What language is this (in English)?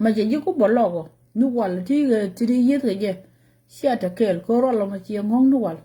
Nuer